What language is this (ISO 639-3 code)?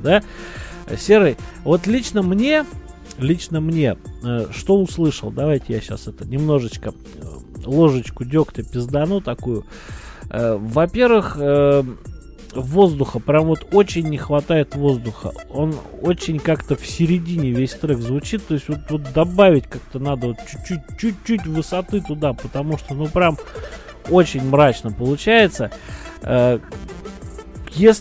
rus